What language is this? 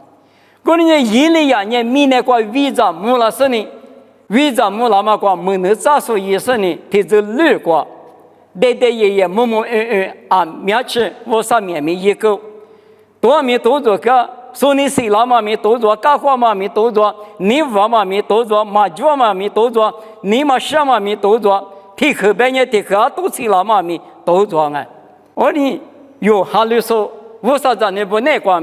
Lisu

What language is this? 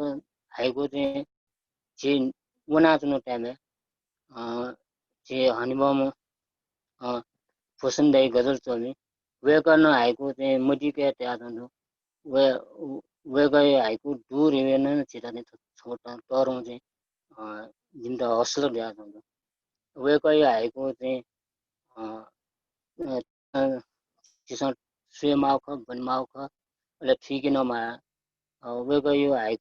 Newari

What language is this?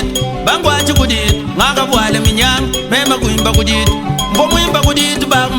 Luba-Lulua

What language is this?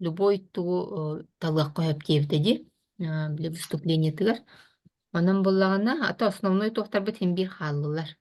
Yakut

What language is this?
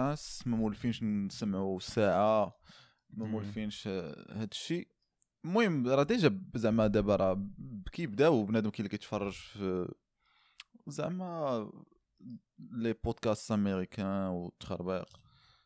Moroccan Arabic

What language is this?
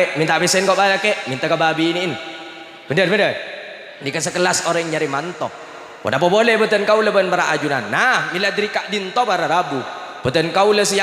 Madurese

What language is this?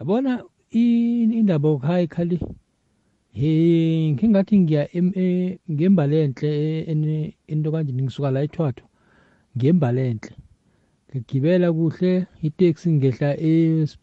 South Ndebele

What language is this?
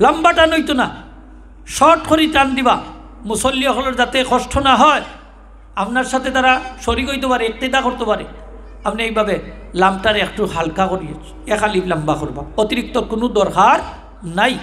Sylheti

